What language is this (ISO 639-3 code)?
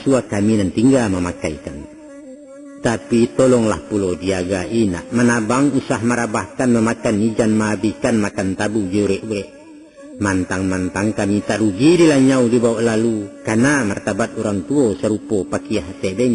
min